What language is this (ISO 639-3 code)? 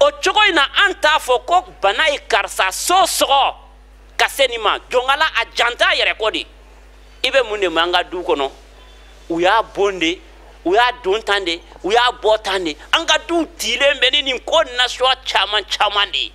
bam